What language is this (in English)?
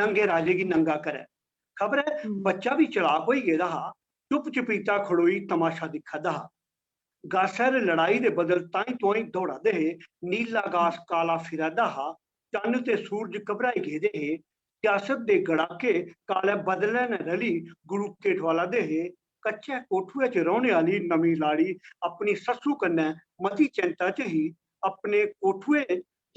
Dogri